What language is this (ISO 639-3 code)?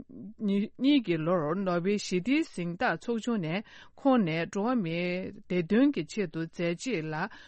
bod